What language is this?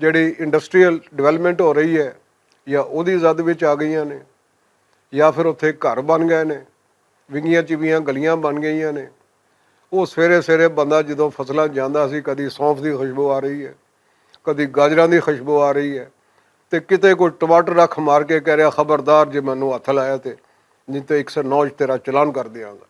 Western Panjabi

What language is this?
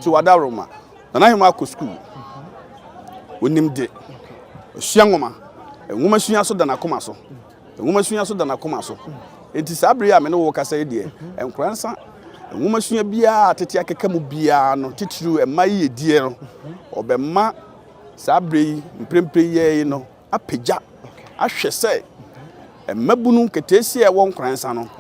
Akan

